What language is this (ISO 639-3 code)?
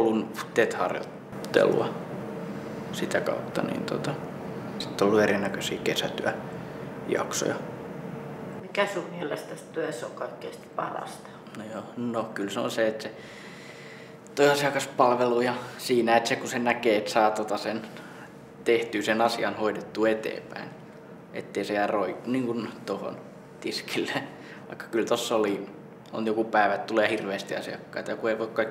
fin